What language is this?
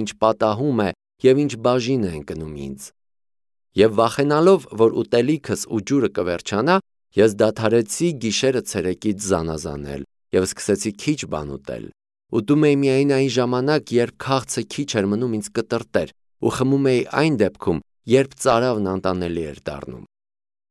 Armenian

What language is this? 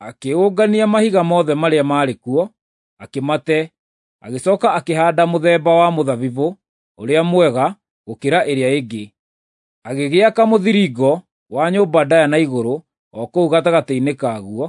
Kikuyu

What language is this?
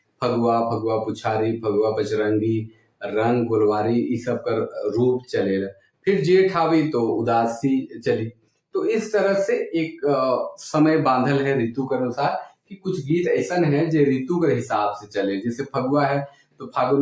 Sadri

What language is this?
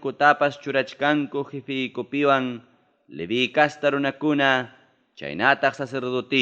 Ayacucho Quechua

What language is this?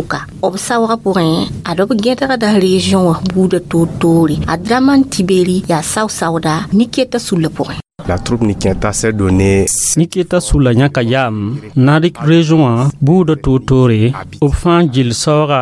Mossi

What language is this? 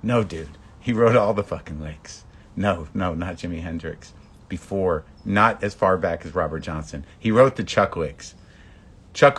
English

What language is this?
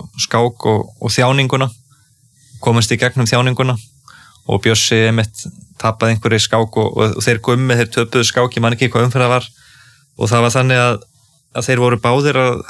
Icelandic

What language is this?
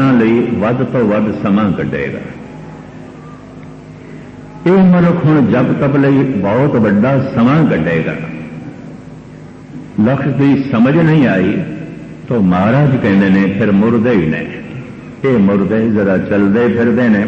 Punjabi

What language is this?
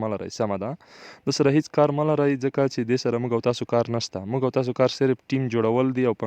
Pashto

